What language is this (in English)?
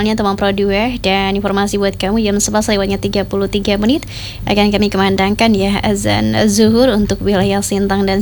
Indonesian